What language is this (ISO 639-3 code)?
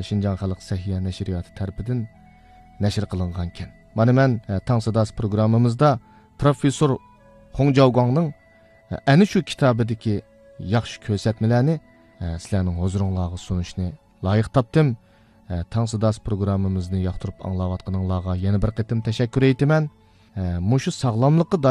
uig